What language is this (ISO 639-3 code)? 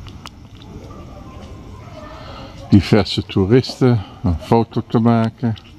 nld